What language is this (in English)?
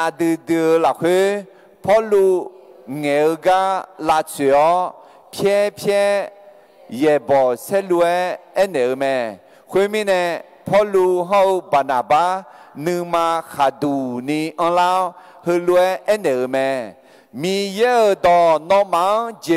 Akha